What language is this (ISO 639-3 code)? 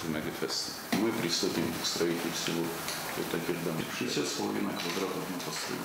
oss